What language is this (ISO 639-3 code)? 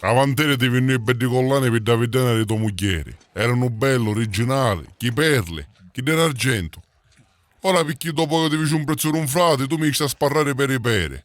scn